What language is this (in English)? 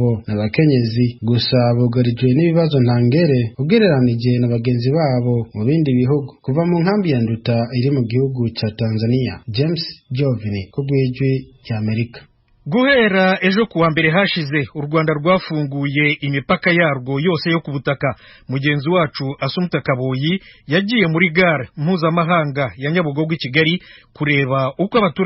Rundi